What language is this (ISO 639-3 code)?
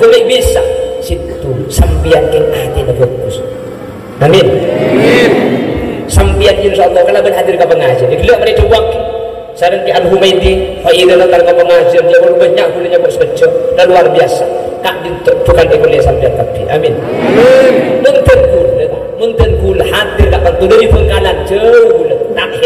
mad